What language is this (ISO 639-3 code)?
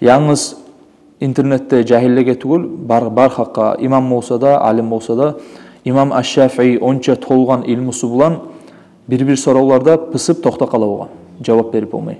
kum